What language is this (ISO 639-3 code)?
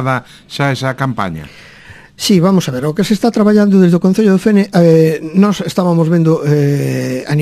glg